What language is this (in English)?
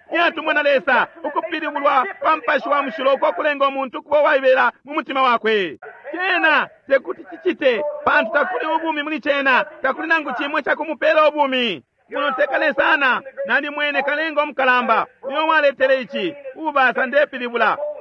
Bemba